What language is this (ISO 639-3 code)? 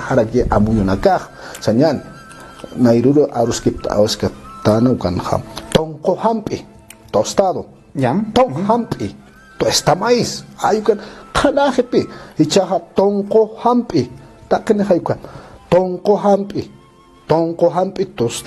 aym